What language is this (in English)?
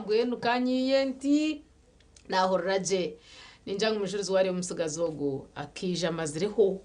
Nyankole